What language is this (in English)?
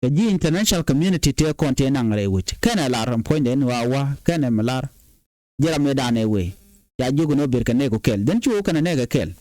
Nuer